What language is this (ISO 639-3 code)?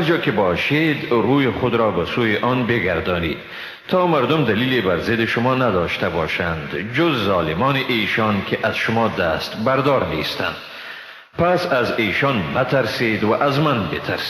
fas